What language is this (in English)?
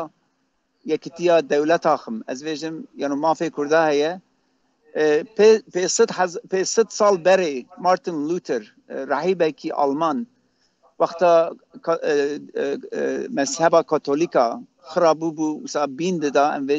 Kurdish